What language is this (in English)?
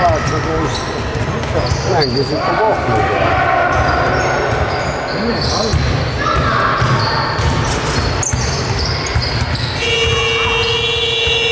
Estonian